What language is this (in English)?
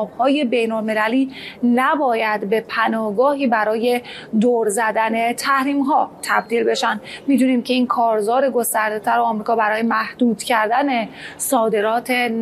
Persian